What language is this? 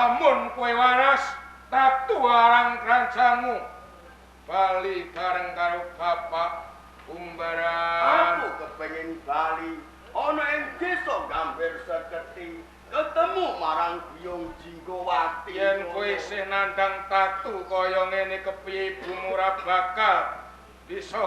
Javanese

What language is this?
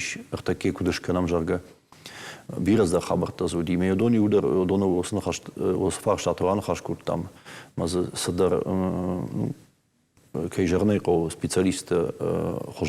Ossetic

